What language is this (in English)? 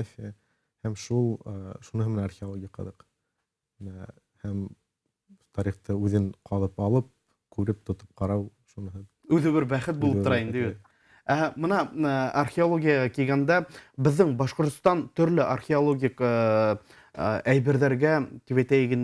Bashkir